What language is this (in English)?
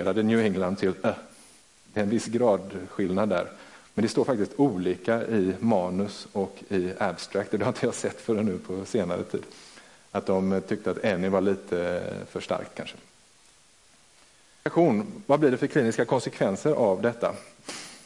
Swedish